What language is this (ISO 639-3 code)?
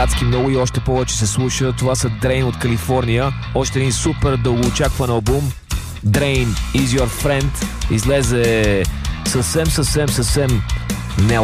bul